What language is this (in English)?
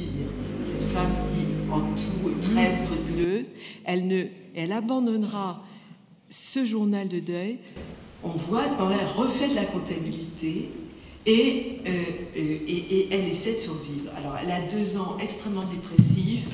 French